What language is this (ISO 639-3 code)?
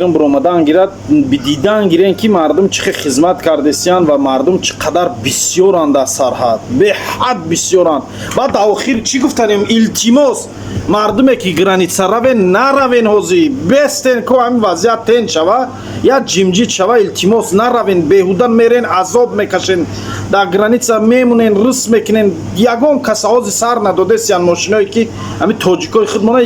tgk